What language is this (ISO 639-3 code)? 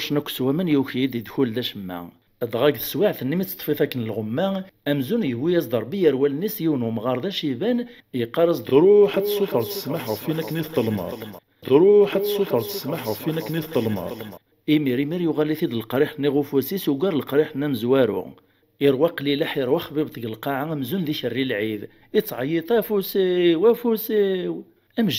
kab